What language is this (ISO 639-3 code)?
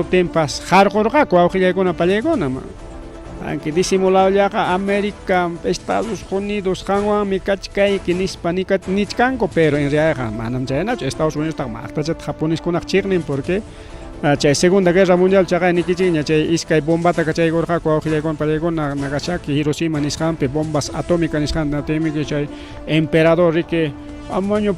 quy